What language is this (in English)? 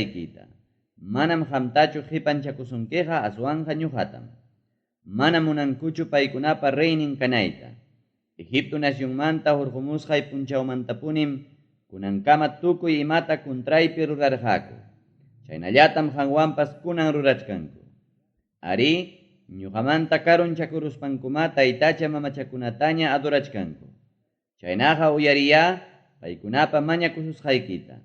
Ayacucho Quechua